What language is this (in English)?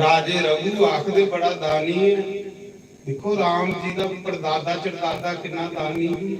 Dogri